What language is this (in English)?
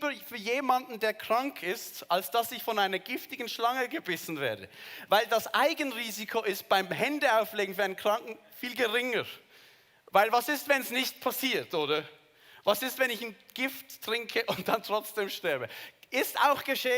Swiss German